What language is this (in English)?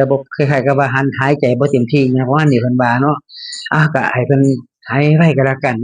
Northeastern Thai